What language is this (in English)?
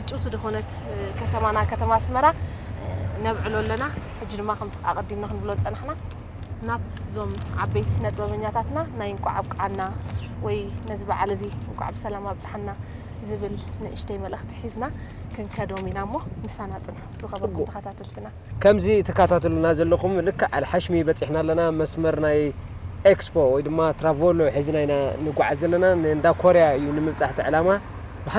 Tigrinya